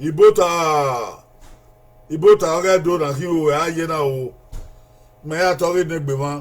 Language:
Bini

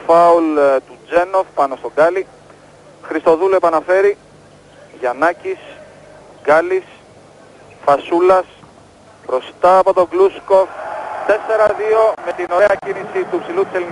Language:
Greek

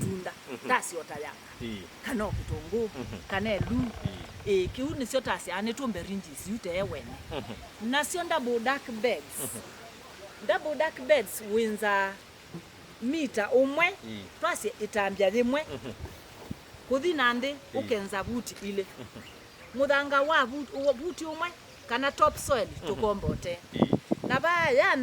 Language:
Kamba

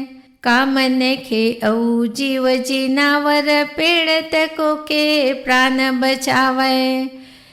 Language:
Chhattisgarhi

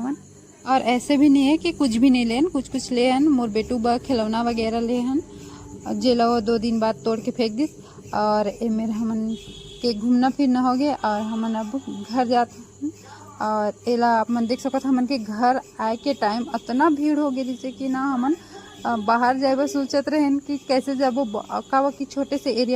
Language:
Chhattisgarhi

